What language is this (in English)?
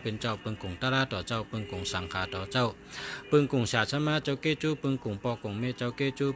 Shan